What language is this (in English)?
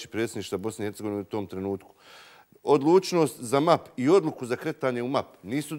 Bosnian